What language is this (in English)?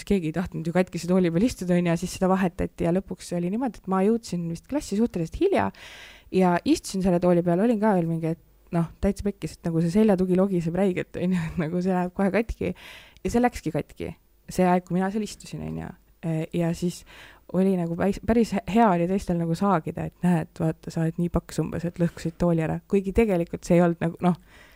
Estonian